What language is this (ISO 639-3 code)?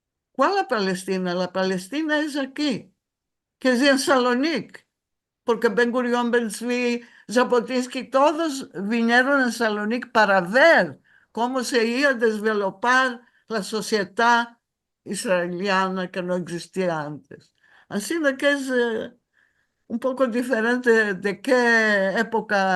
lad